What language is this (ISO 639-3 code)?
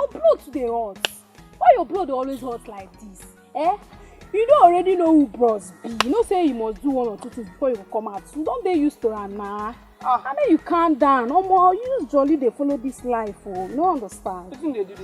pcm